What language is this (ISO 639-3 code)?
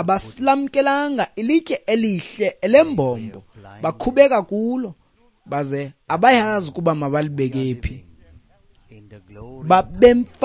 xho